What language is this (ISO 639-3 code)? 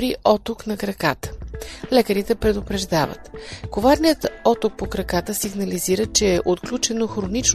bul